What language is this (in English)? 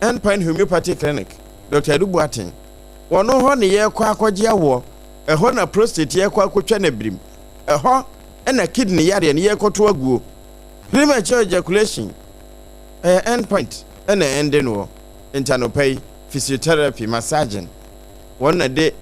Akan